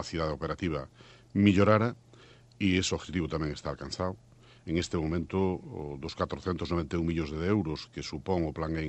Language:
Galician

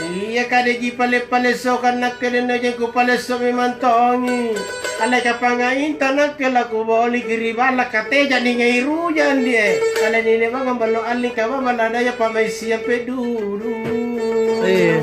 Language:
Makasar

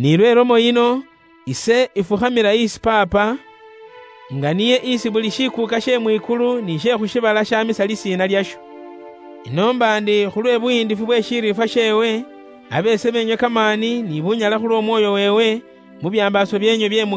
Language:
Luyia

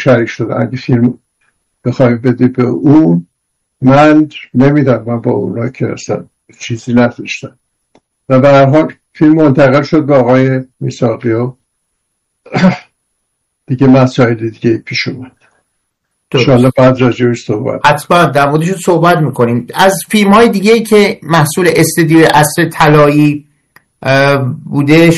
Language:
Persian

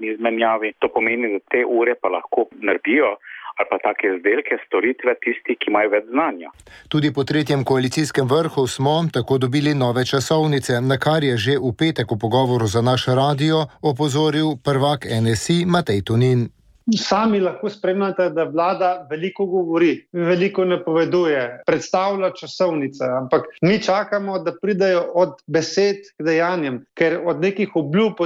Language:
Slovenian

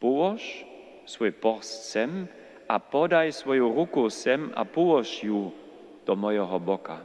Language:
Upper Sorbian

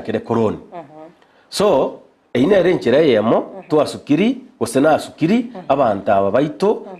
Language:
Gusii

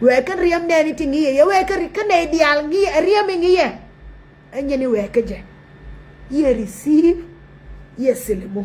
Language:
Nuer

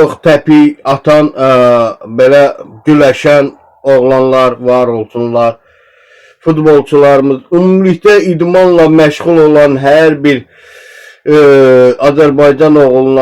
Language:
Azerbaijani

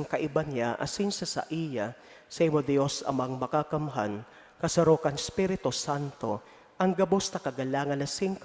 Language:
Bikol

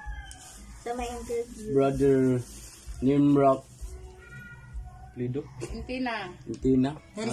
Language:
Filipino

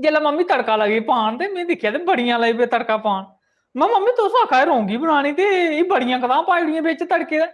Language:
Dogri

